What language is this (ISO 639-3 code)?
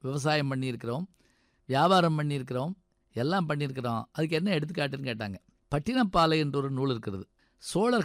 tam